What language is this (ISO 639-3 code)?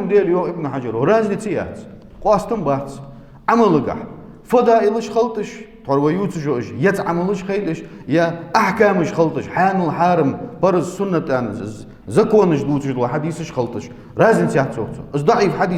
inh